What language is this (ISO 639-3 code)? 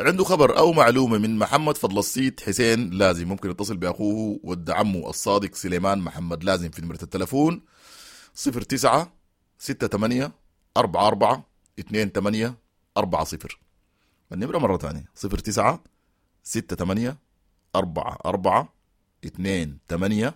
apd